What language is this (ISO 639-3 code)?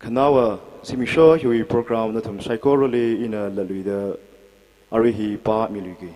nmf